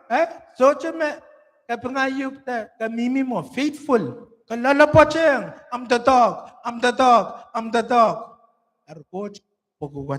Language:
Pohnpeian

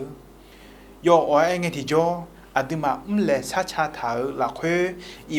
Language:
Akha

